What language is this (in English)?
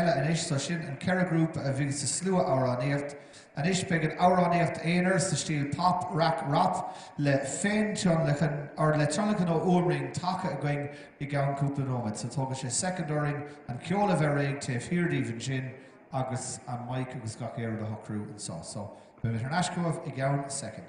Irish